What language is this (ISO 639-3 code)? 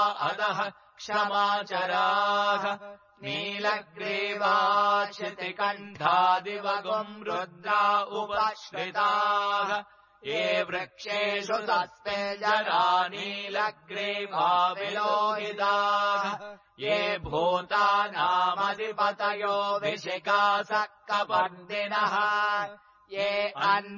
san